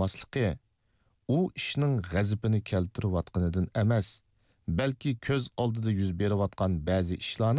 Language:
Uyghur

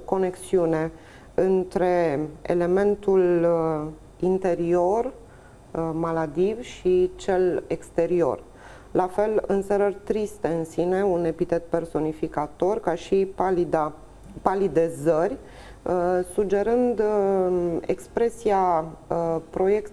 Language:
Romanian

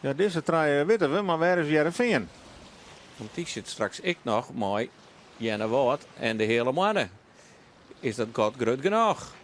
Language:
Western Frisian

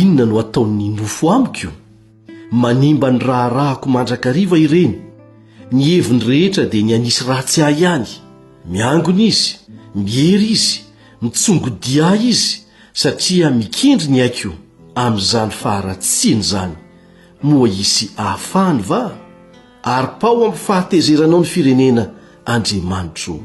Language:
Malagasy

